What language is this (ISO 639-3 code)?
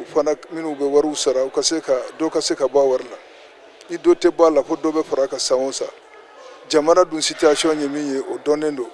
bam